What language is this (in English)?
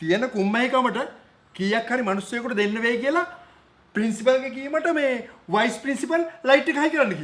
Sinhala